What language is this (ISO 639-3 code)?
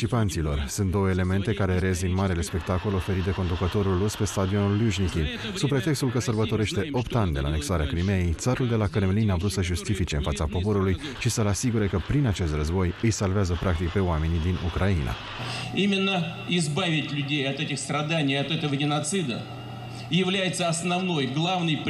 ron